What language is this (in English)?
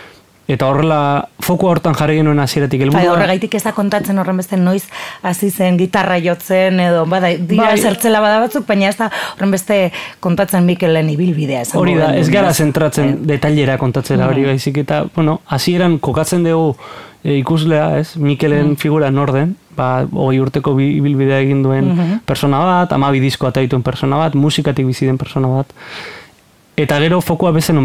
Basque